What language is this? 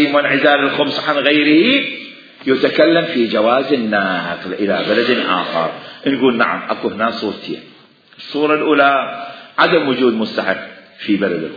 Mesopotamian Arabic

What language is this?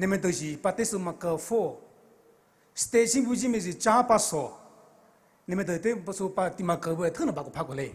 Poumei Naga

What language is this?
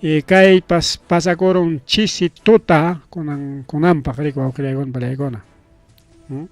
Ayacucho Quechua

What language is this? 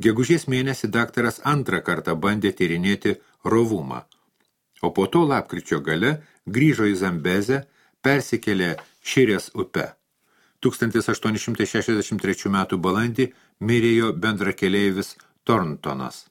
Lithuanian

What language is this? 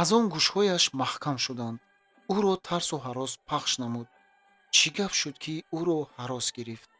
Tajik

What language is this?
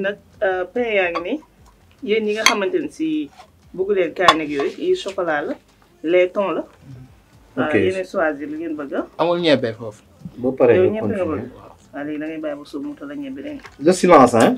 Wolof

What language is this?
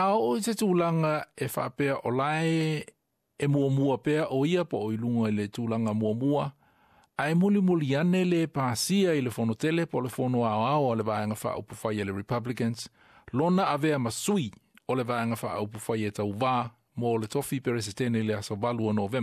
Samoan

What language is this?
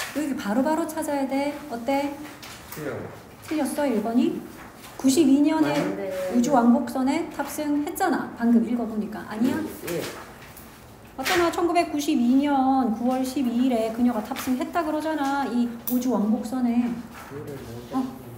Korean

